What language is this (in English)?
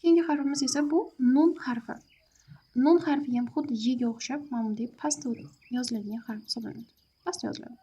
Uzbek